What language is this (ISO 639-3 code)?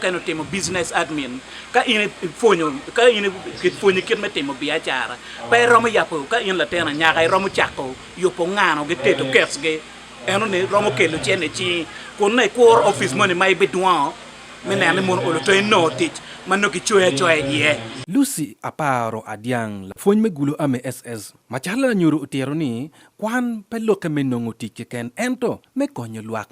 ach